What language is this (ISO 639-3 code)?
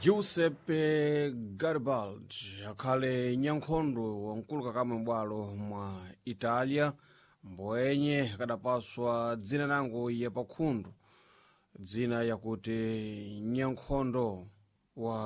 seh